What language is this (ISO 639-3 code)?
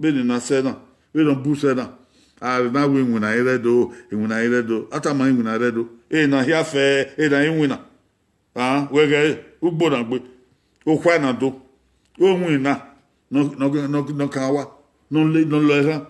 bin